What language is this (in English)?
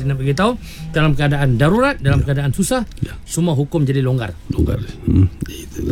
Malay